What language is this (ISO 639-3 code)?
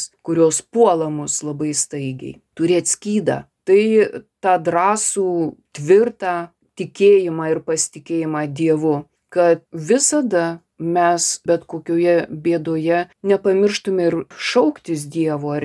lit